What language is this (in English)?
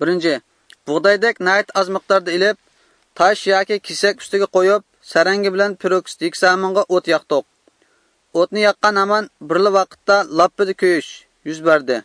Uyghur